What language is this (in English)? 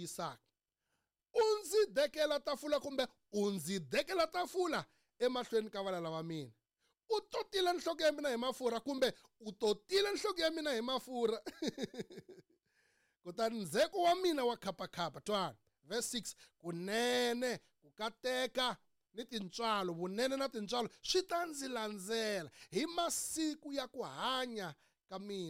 Tsonga